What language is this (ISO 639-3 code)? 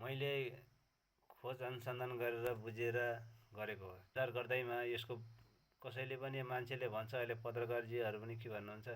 nep